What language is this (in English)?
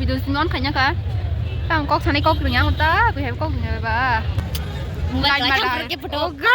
Kok Borok